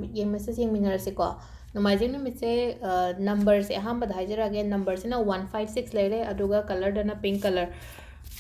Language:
Manipuri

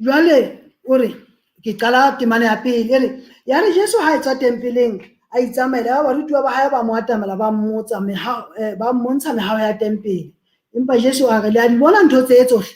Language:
Southern Sotho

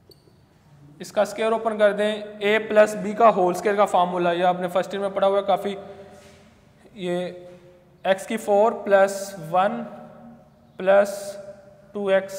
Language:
Hindi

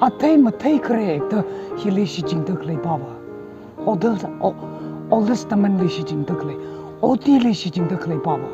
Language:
Tangkhul Naga (India)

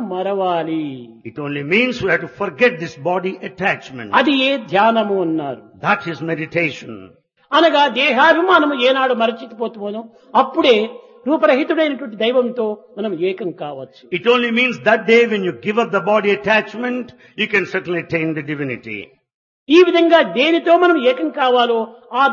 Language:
Telugu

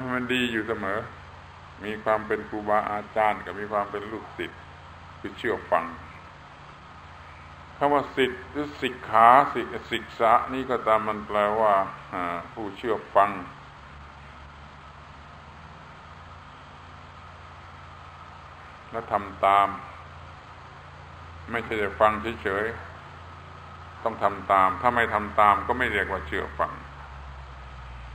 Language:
Thai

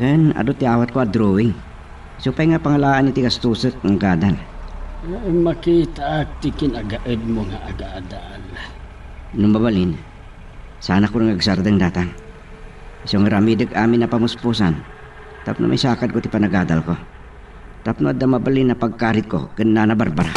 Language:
Iloko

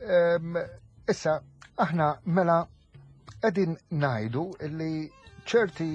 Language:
Maltese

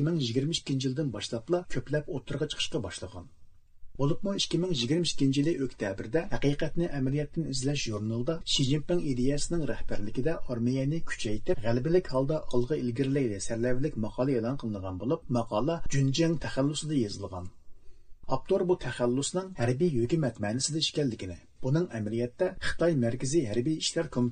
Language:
Uyghur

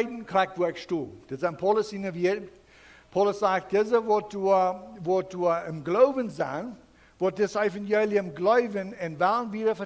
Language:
Plautdietsch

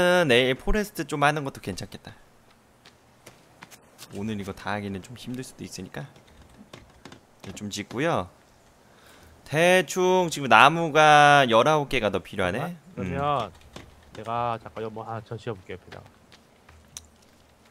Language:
Korean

